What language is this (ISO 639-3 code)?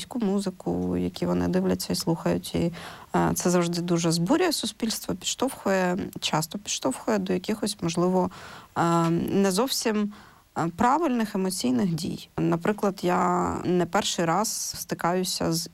ukr